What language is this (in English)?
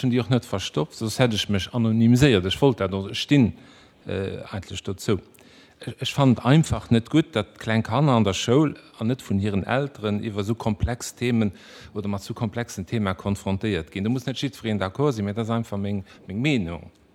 Luxembourgish